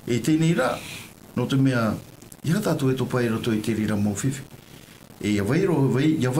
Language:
Tahitian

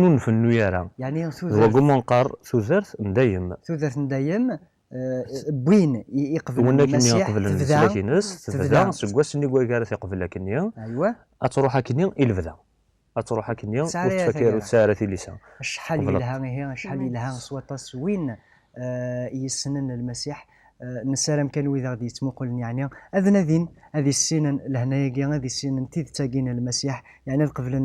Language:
Kabyle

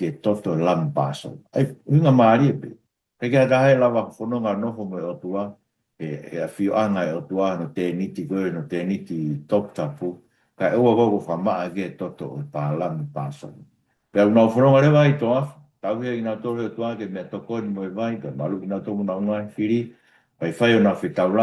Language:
Tongan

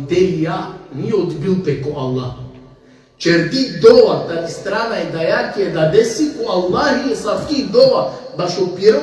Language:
Balkan Romani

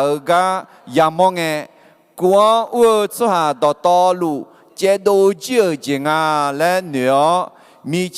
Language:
Akha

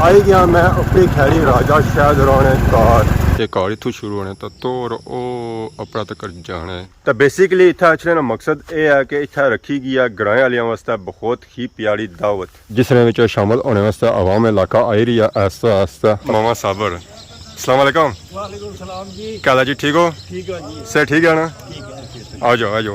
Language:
Pahari-Potwari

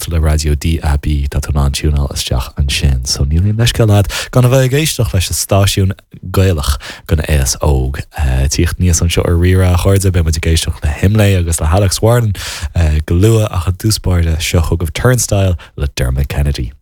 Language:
Irish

